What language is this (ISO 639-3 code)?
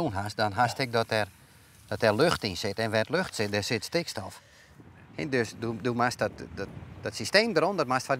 fry